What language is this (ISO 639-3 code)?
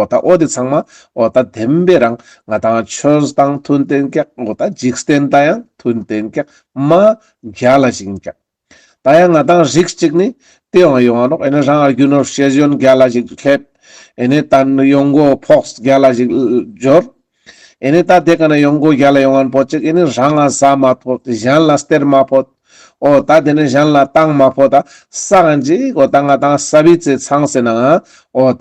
lbj